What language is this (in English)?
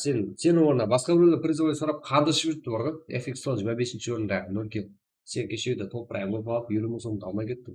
Kara-Kalpak